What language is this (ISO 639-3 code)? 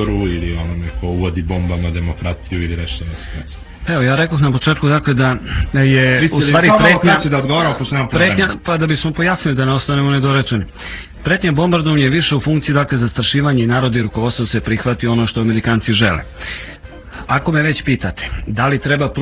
srp